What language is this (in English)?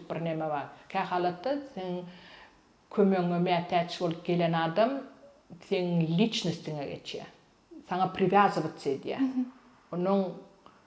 Turkmen